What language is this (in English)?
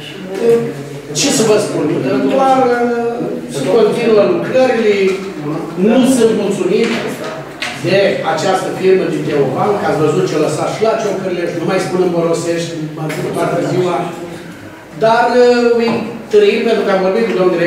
Romanian